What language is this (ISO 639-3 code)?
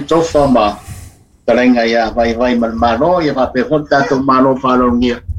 smo